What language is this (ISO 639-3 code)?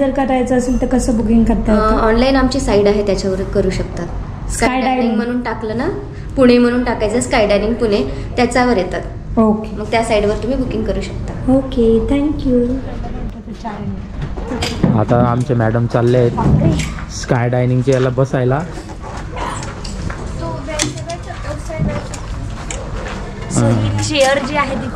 mar